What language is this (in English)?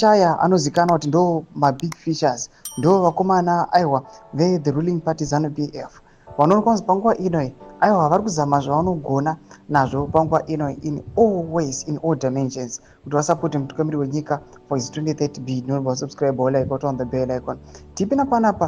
Shona